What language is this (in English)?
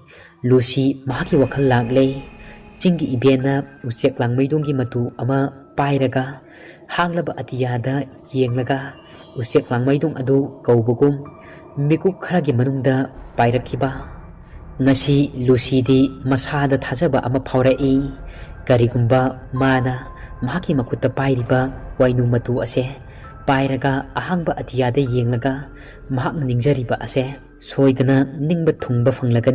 Manipuri